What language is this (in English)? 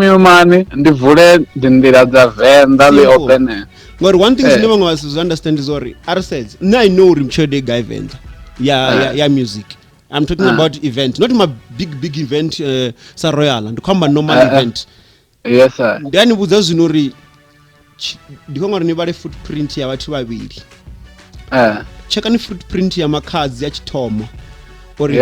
Venda